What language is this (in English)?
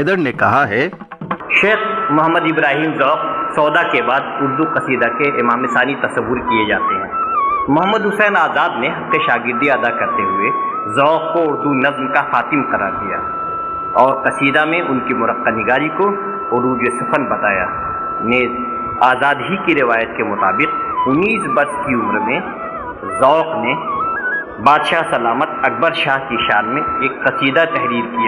Urdu